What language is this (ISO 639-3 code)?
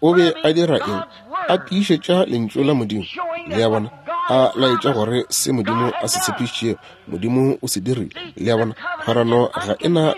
nso